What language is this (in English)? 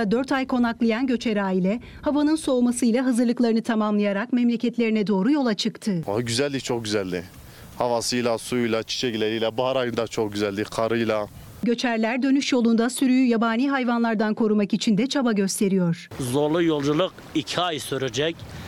Turkish